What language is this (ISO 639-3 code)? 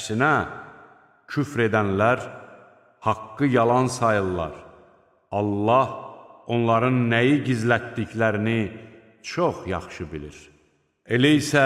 aze